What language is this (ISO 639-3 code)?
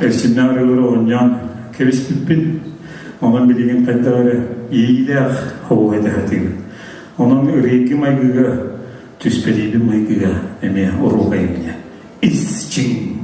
sah